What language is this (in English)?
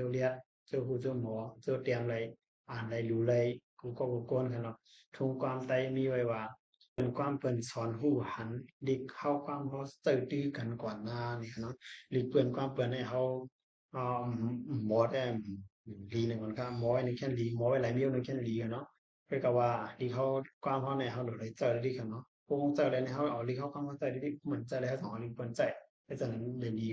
Shan